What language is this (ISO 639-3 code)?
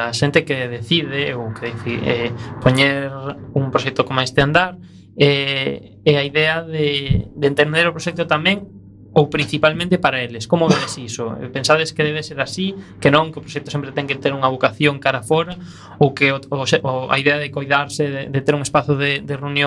glg